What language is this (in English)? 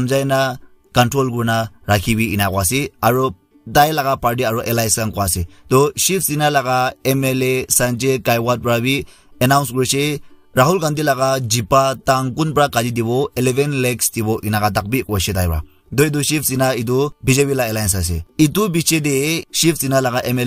Naga Pidgin